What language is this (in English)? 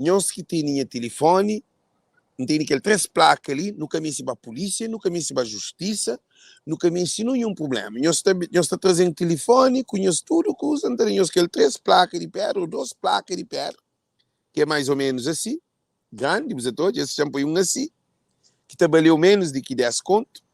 Kabuverdianu